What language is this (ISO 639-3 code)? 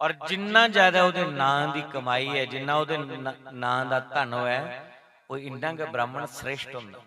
doi